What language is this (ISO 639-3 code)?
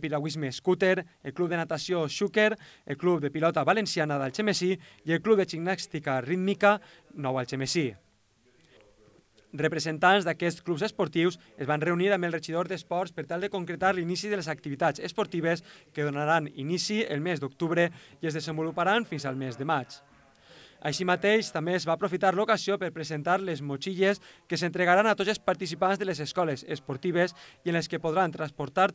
cat